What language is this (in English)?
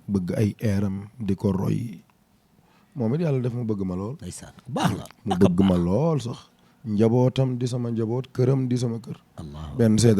Wolof